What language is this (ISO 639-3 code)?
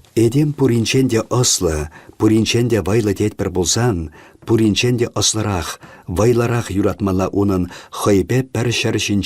chv